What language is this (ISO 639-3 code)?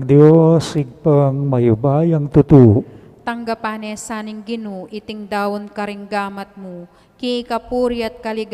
pam